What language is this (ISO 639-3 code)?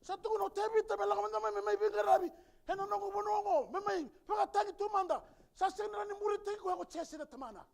fij